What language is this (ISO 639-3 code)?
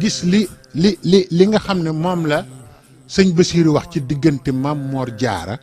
wol